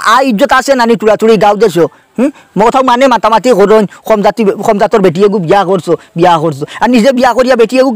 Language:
Sylheti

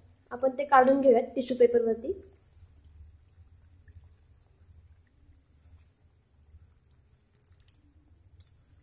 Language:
Marathi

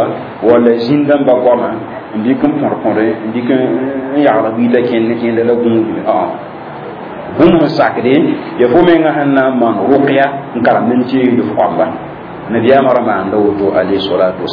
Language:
Mossi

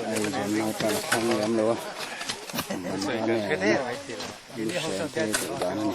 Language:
Mizo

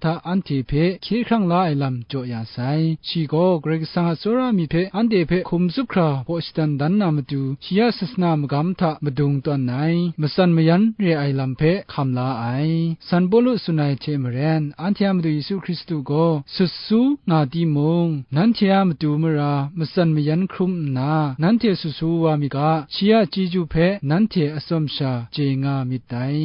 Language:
Kachin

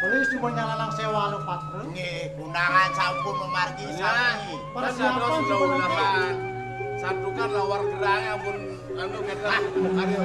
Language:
Balinese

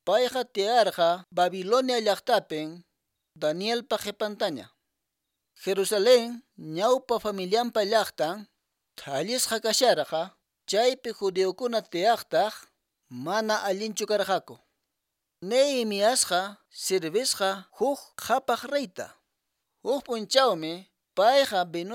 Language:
Quechua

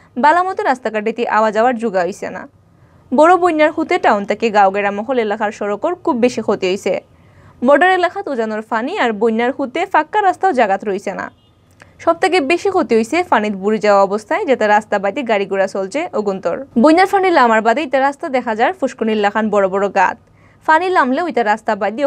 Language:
Sylheti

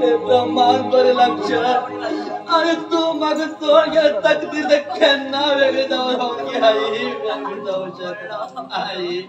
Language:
Konkani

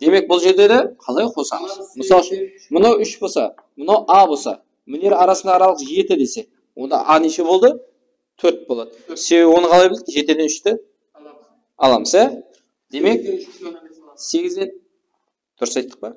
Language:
Kara-Kalpak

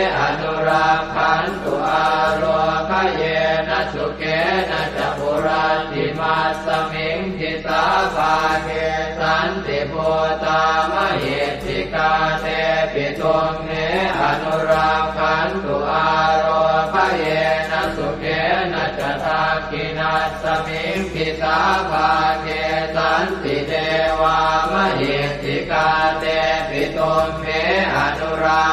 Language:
Pali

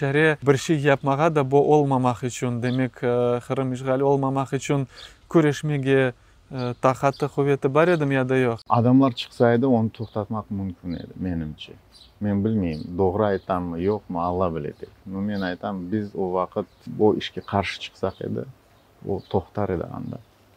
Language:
Crimean Tatar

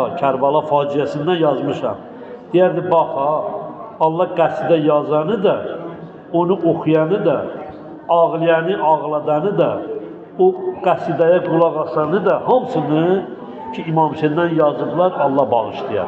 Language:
Azerbaijani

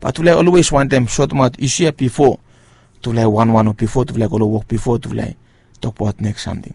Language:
Bislama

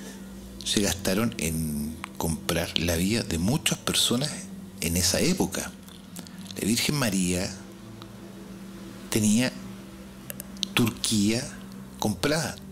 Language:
Spanish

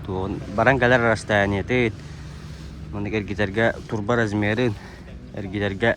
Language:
Yakut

